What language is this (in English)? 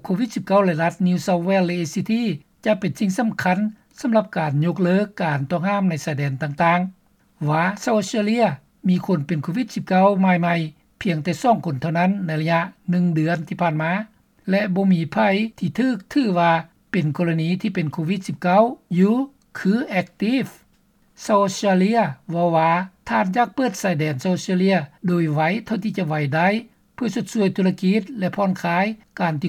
Lao